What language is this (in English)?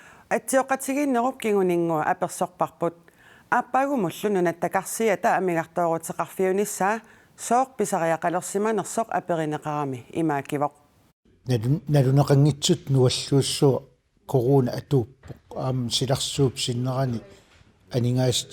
Kalaallisut